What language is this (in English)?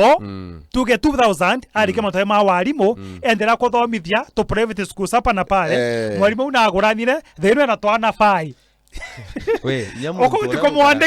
Meru